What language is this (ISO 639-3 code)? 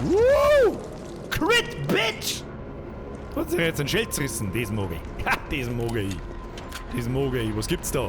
bar